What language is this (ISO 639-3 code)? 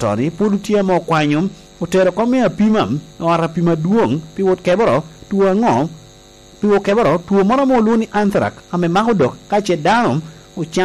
laj